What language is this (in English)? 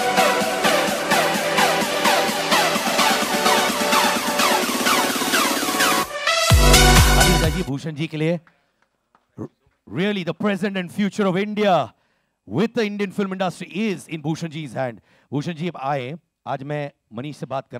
Hindi